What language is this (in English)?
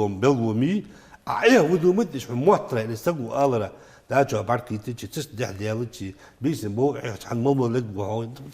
Ingush